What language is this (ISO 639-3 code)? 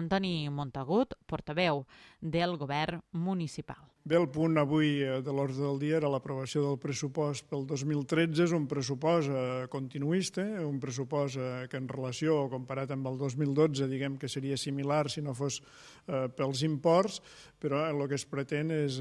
cat